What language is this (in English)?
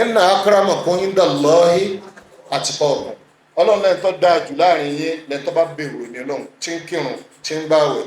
Yoruba